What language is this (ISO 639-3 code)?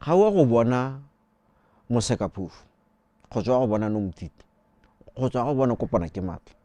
tsn